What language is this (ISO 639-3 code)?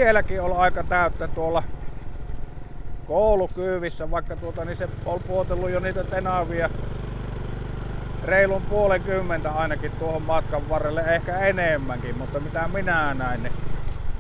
fin